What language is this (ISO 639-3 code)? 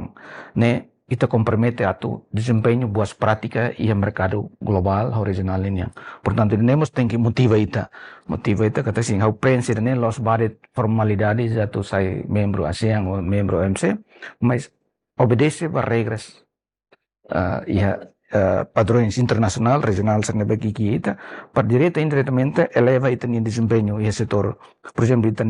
tet